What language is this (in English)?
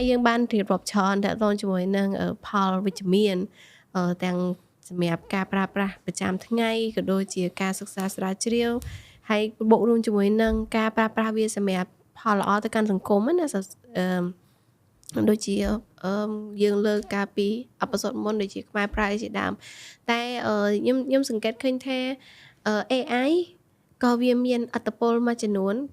Khmer